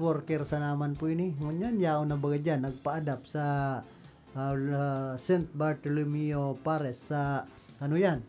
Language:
Bikol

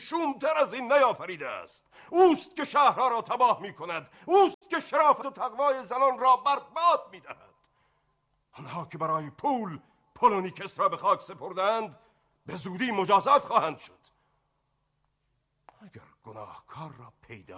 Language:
Persian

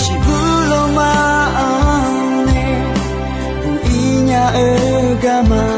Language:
Akha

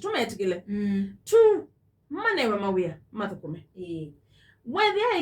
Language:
Kamba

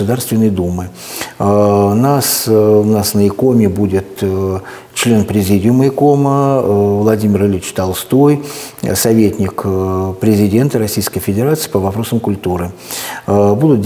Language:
Russian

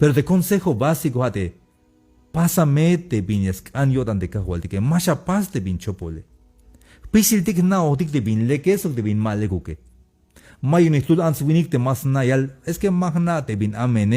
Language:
Tzeltal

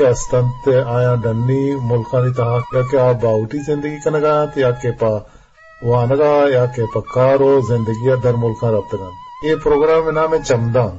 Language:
Eastern Balochi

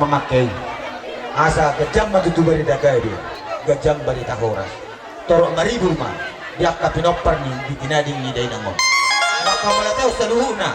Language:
Batak Toba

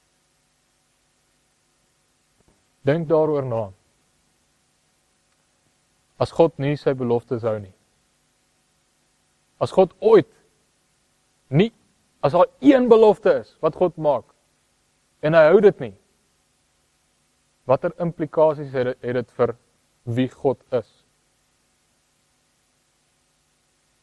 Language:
Afrikaans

